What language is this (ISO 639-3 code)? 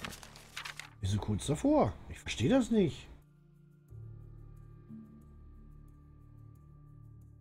deu